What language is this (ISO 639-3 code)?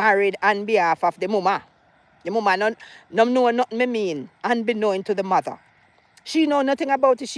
jam